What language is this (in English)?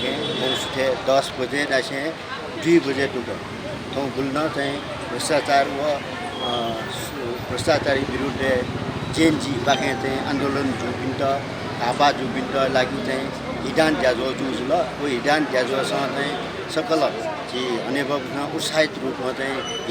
Newari